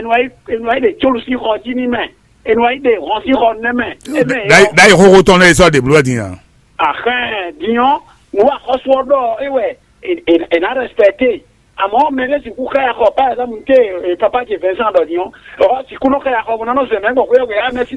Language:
Fon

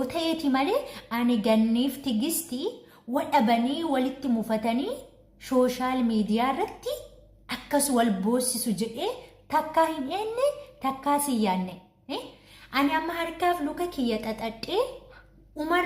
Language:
Oromo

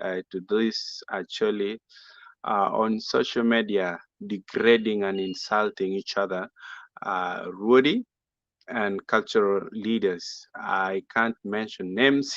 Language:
Acoli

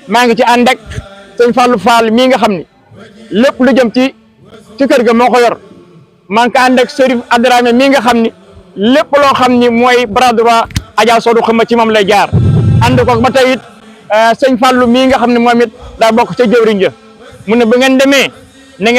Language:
Wolof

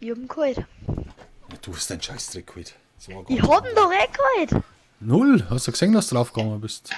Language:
Bavarian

